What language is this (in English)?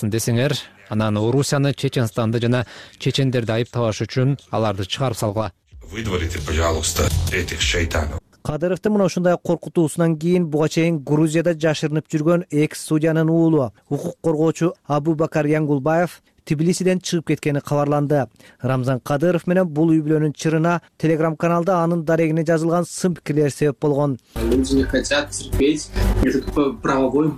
Kyrgyz